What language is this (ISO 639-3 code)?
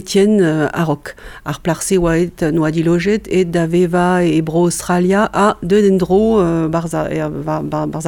bre